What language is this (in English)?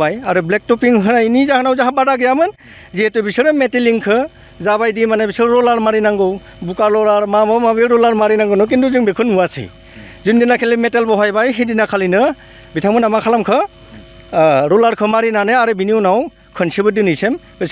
Bodo